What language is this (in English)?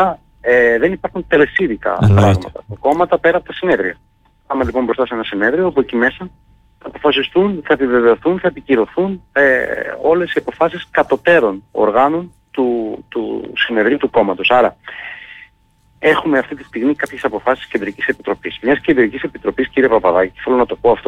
Greek